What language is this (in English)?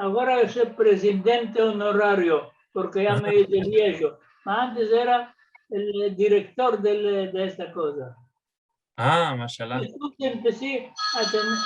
Ladino